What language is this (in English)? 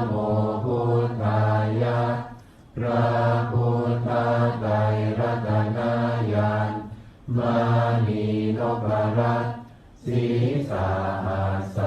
Pali